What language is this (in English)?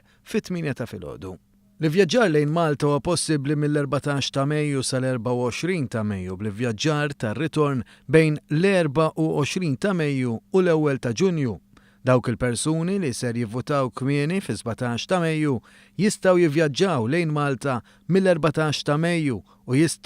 Maltese